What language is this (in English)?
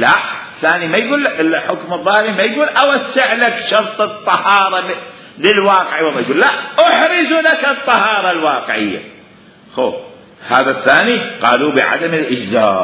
Mesopotamian Arabic